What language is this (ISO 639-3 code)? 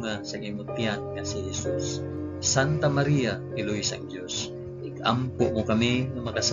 hil